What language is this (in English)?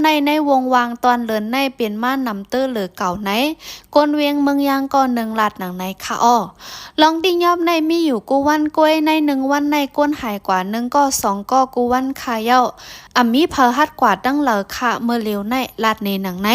Shan